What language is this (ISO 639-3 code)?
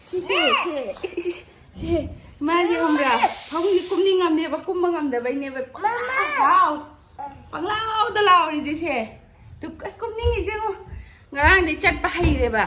mni